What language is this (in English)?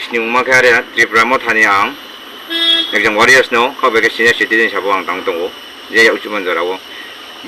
Riang (India)